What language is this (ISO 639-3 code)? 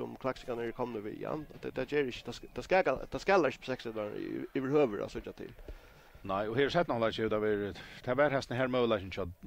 fao